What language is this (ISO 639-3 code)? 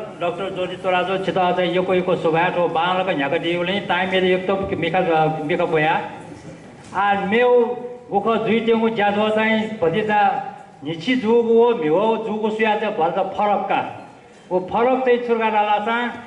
new